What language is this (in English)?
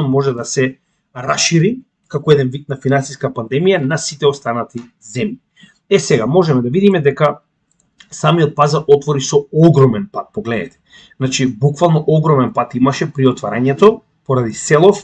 Macedonian